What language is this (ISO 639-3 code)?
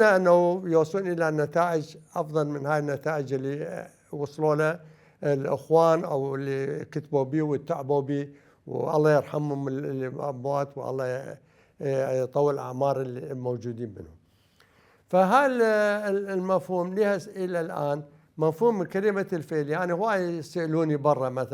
acm